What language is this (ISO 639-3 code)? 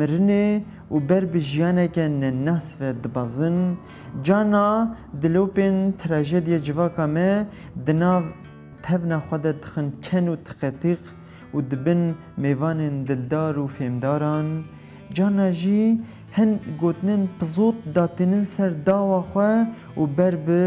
kur